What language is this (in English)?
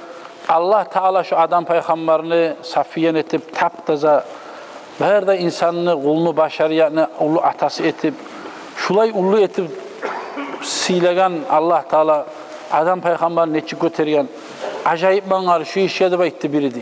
Kumyk